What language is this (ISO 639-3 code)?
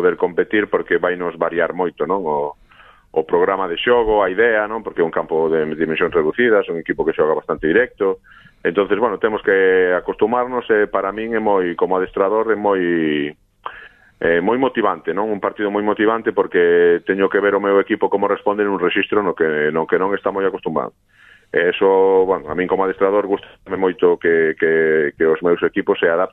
glg